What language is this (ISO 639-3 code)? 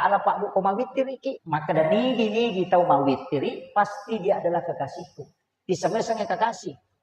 bug